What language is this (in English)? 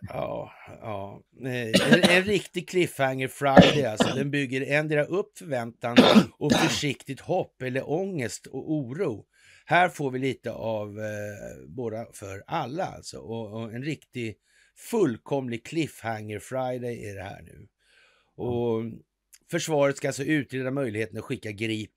Swedish